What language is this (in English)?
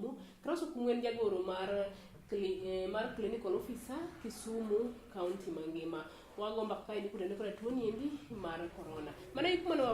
Luo (Kenya and Tanzania)